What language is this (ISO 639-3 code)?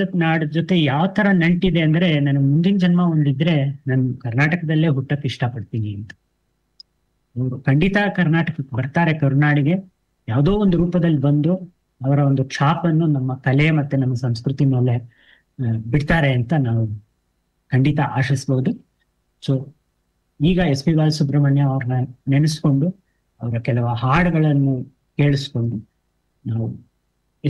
kan